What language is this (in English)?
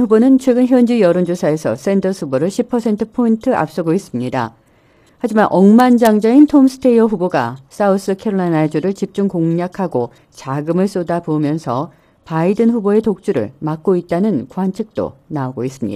Korean